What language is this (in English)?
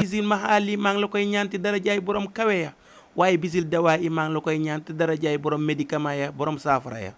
Wolof